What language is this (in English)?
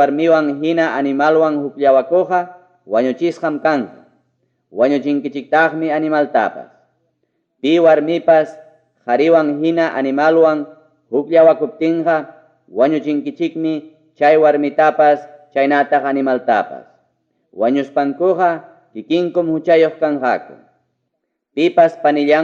Ayacucho Quechua